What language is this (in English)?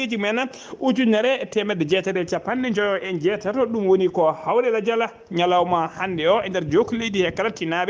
Fula